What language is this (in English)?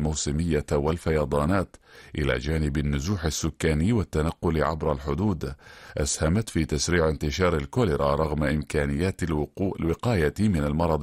Arabic